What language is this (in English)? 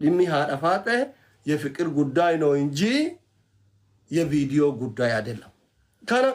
Oromo